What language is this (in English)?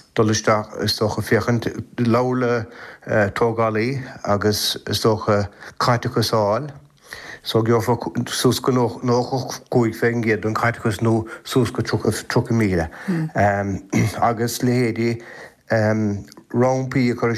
Irish